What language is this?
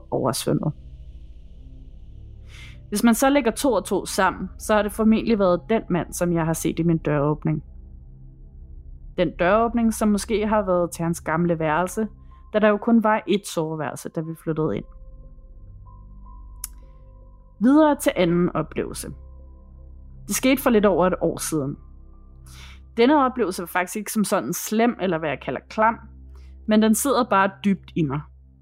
Danish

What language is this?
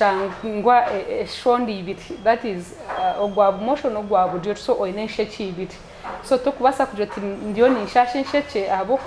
Nyankole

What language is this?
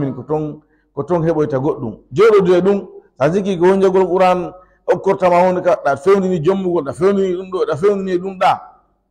Fula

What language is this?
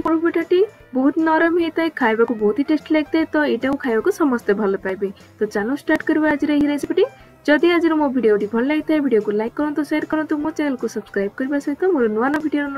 Odia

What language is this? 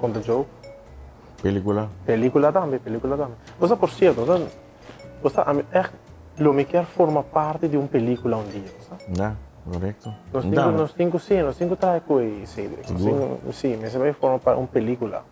Papiamento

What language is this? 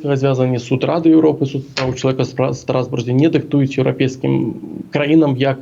Belarusian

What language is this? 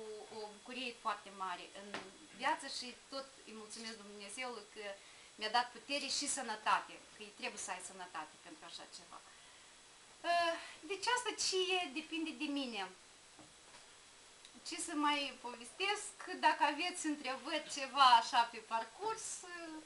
Romanian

